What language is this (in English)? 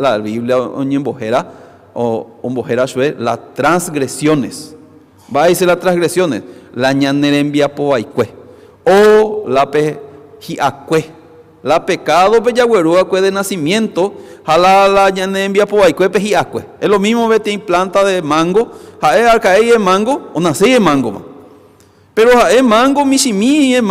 Guarani